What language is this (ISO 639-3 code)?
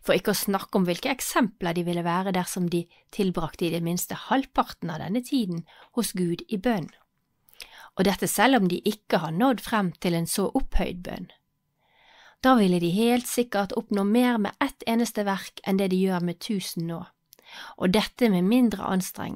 nor